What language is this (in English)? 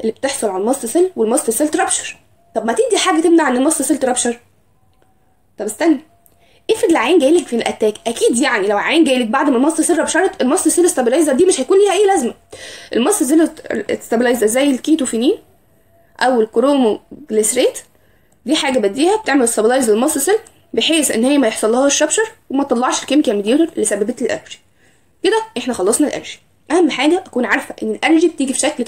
Egyptian Arabic